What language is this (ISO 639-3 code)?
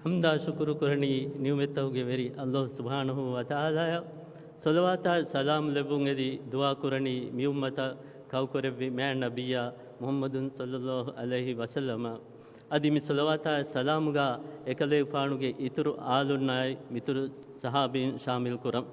div